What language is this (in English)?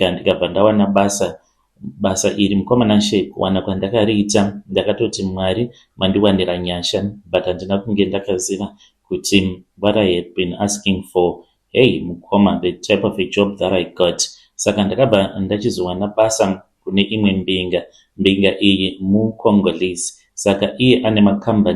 Shona